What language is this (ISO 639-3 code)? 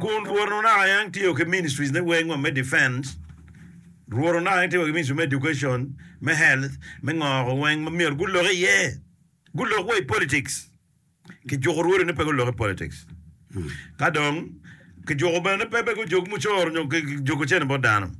ach